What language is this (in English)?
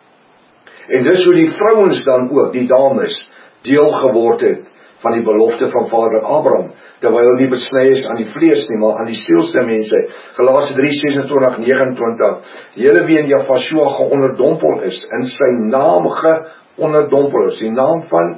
Afrikaans